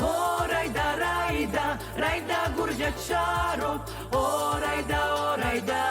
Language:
Abkhazian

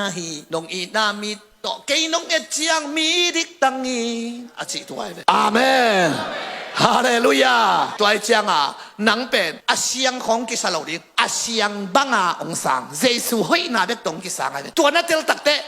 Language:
Tedim Chin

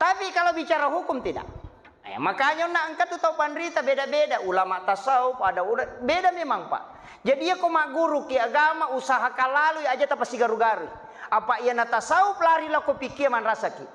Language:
Buginese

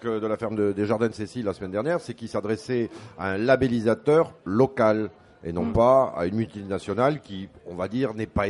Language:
French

